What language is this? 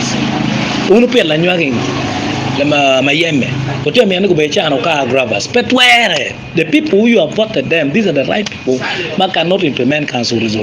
Acoli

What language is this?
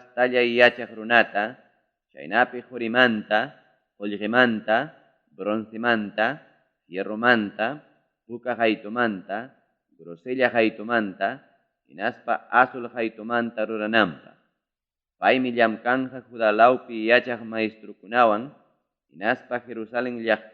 Ayacucho Quechua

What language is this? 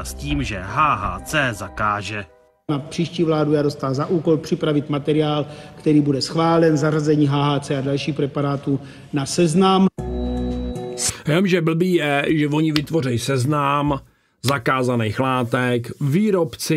Czech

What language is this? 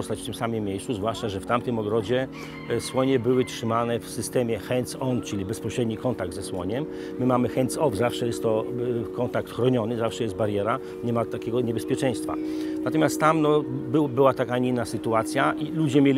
Polish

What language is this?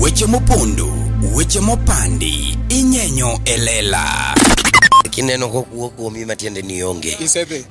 Luo (Kenya and Tanzania)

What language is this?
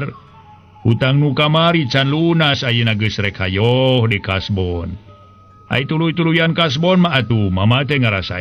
Sundanese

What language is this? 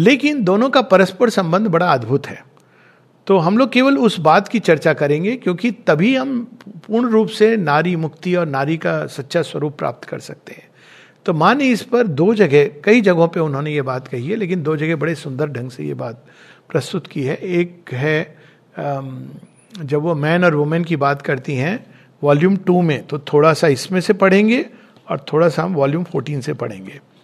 Hindi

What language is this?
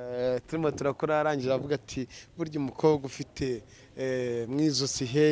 Kinyarwanda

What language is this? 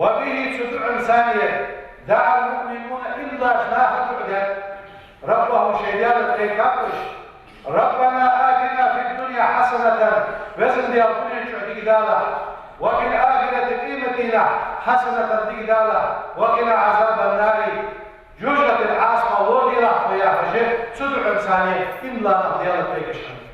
Ingush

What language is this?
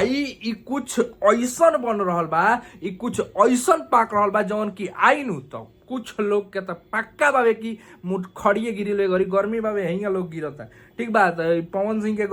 Bhojpuri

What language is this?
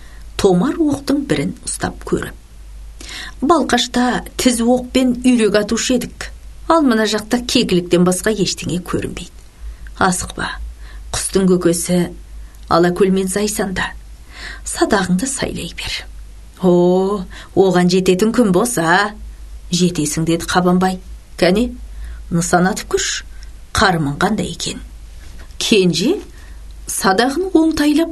Kazakh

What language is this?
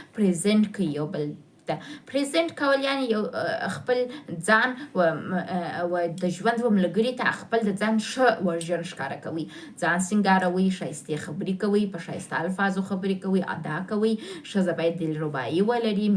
Pashto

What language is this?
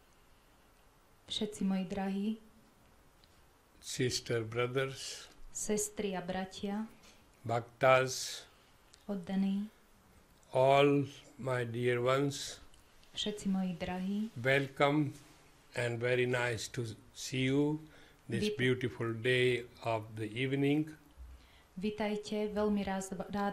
Slovak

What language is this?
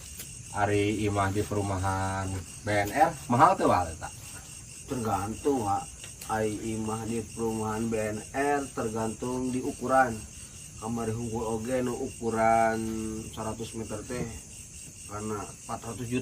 Sundanese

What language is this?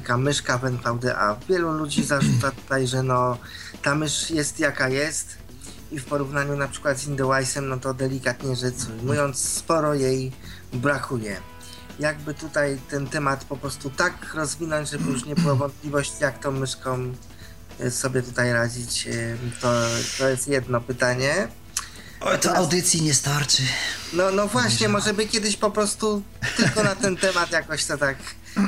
Polish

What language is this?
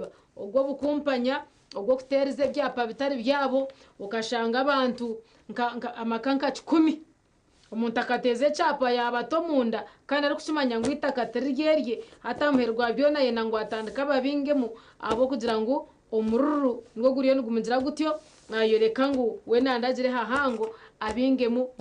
Nyankole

